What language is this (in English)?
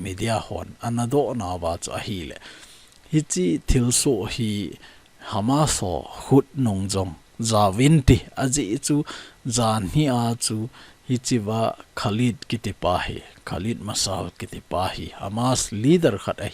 Thado Chin